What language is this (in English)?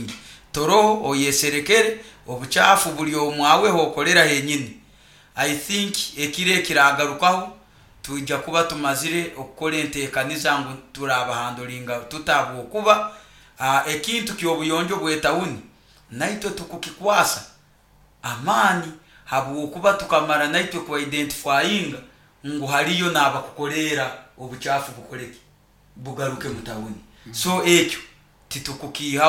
Nyoro